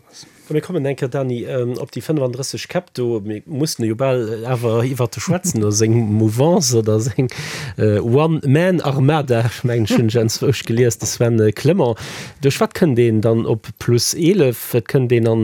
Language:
Luxembourgish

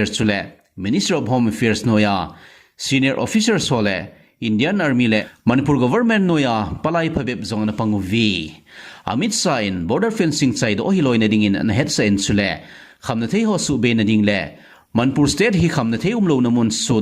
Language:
Thado Chin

